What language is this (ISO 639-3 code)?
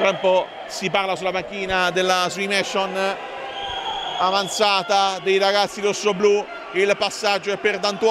ita